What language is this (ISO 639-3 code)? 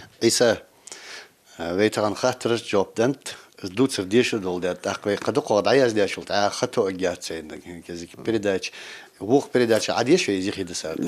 inh